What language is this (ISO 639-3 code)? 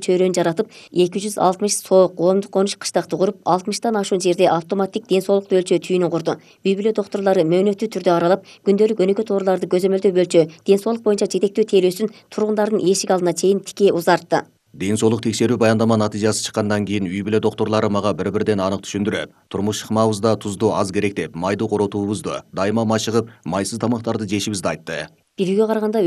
kir